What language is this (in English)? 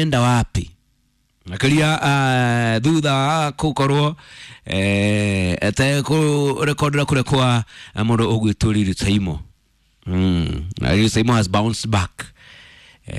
Kikuyu